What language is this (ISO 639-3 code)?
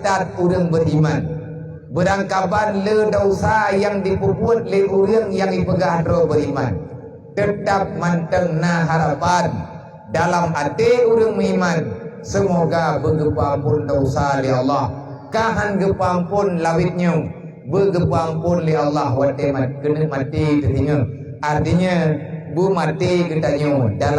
ace